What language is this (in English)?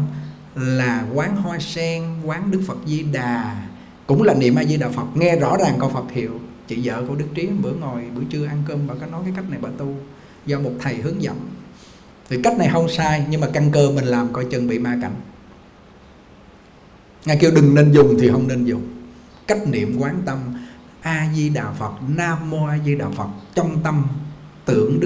Vietnamese